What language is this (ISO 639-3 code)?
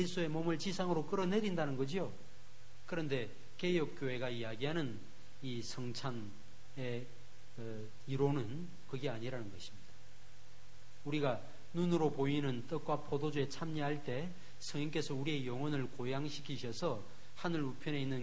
kor